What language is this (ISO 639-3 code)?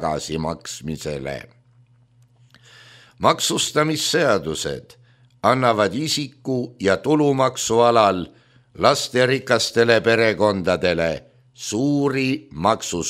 est